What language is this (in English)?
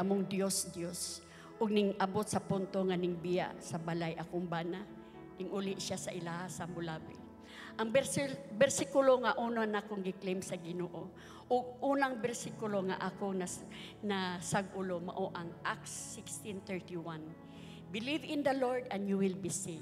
Cebuano